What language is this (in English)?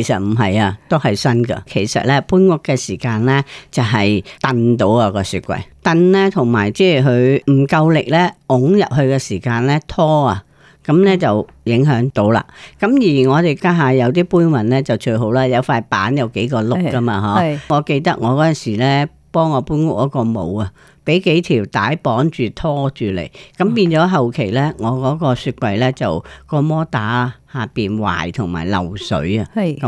Cantonese